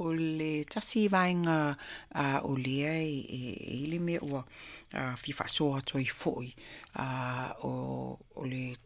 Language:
Samoan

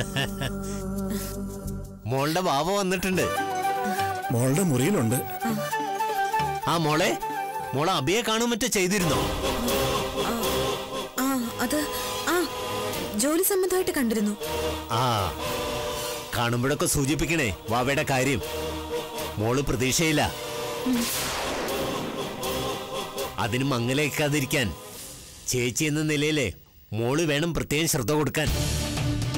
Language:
Malayalam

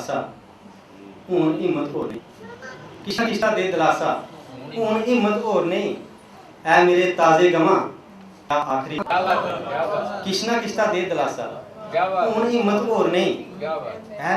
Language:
Dogri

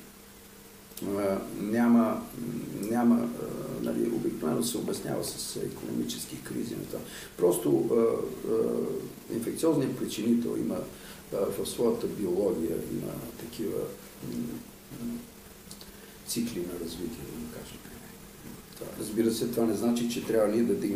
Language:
Bulgarian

